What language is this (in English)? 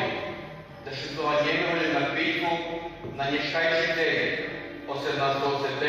Rusyn